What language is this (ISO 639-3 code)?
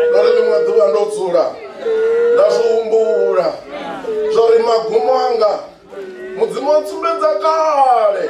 ven